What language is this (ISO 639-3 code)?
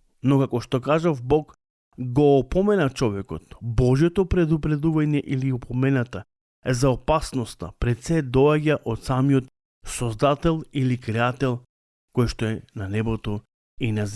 mkd